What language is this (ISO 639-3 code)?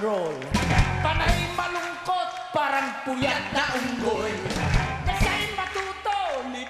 fil